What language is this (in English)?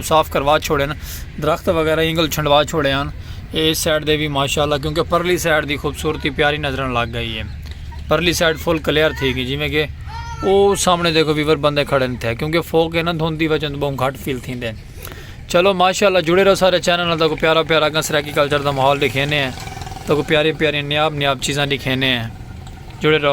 Saraiki